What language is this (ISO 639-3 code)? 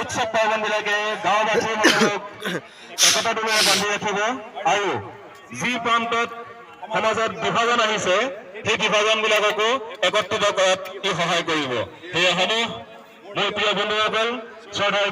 asm